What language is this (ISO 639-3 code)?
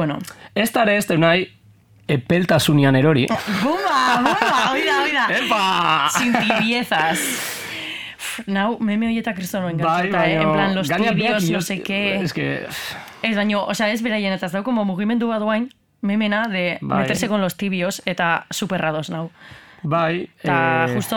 eus